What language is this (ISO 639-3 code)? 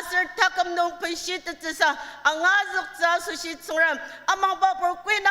njo